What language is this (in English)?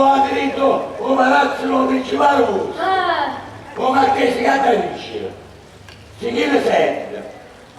Neapolitan